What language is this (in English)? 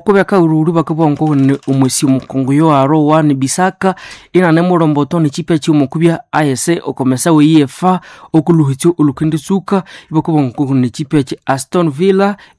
Nande